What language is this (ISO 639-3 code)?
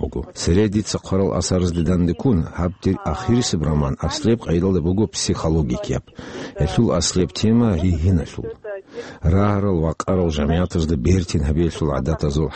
ava